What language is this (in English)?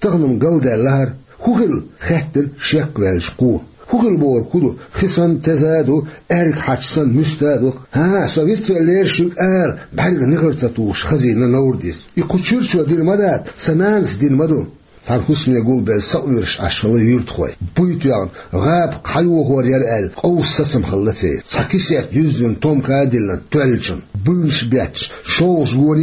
Chechen